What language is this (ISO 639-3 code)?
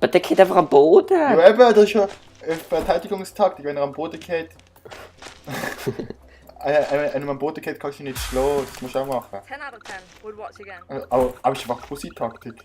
gsw